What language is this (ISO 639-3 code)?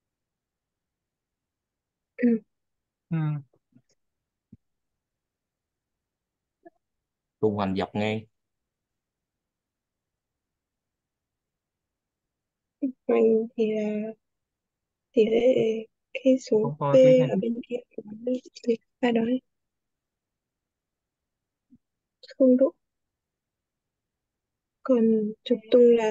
vie